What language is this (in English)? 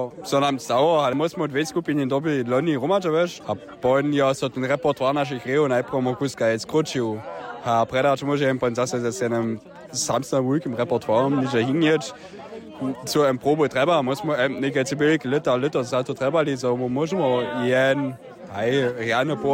Upper Sorbian